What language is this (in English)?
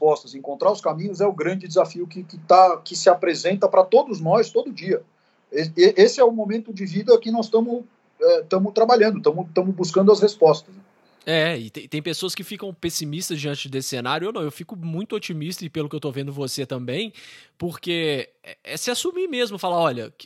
Portuguese